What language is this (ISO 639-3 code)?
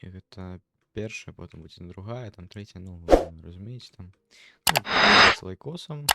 bel